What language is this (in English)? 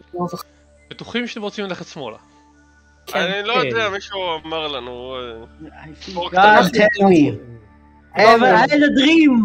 Hebrew